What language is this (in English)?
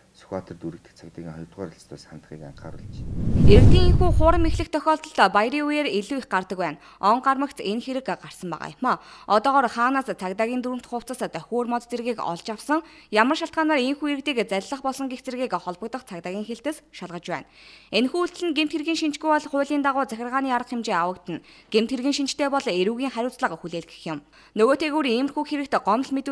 Mongolian